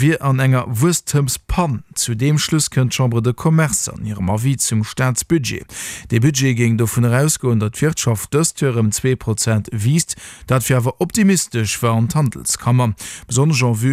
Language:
Luxembourgish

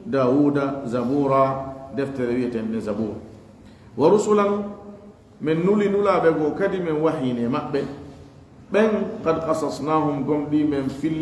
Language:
Fula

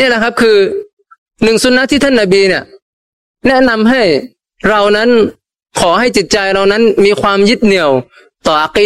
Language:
Thai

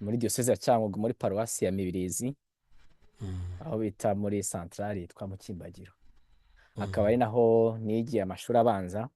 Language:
Kinyarwanda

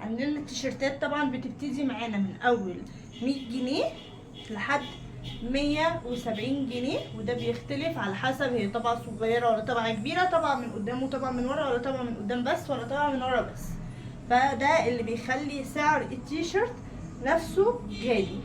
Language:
Egyptian Arabic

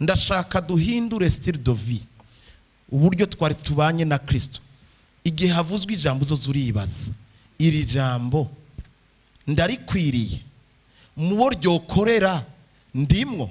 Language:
Rundi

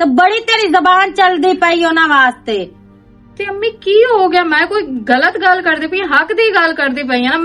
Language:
Western Panjabi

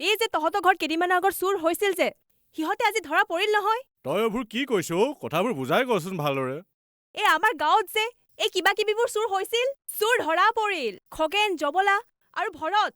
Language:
Assamese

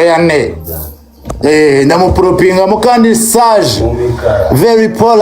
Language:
Kinyarwanda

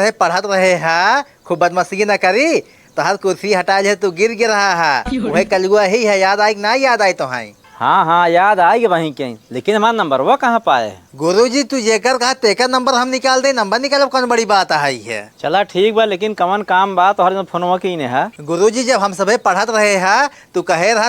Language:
Awadhi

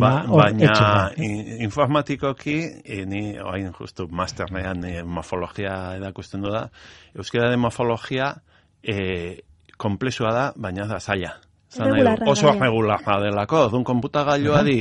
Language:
Basque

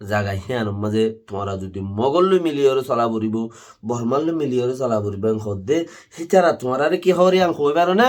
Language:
Rohingya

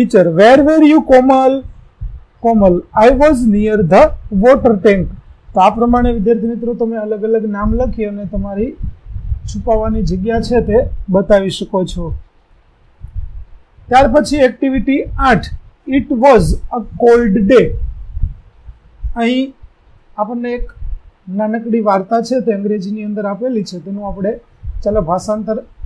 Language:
Gujarati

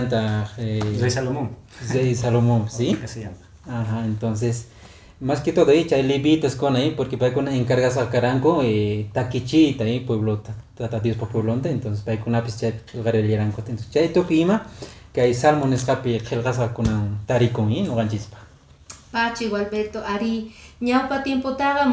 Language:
Quechua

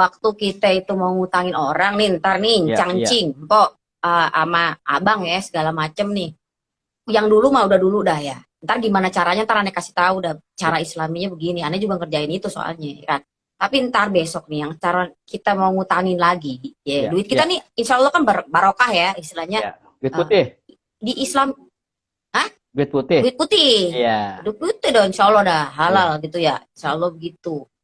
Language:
Betawi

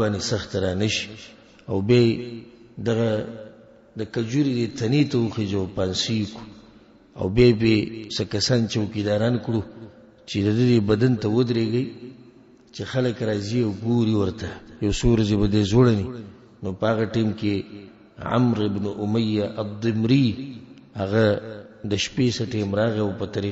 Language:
Pashto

